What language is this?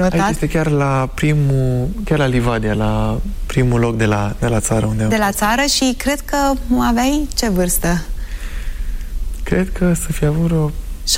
Romanian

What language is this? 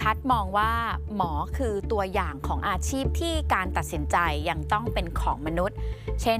Thai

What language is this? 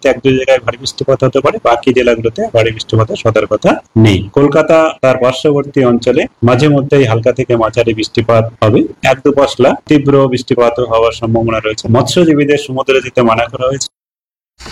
Bangla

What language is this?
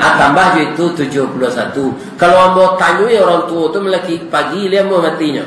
Minangkabau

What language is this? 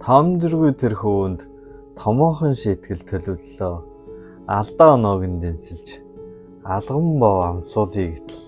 Mongolian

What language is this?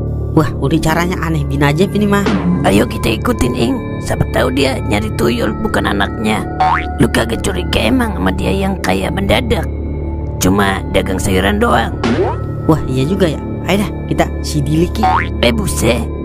Betawi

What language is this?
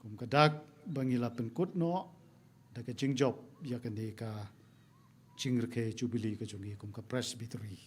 Khasi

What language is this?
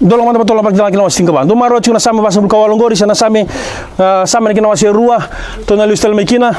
Fijian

